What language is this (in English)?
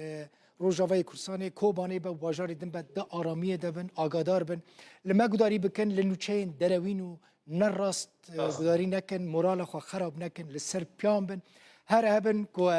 Kurdish